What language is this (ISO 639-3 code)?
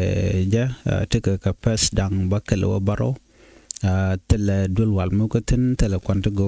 nus